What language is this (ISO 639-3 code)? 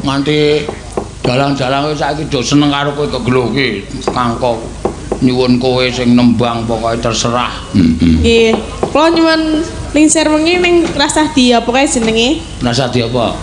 jav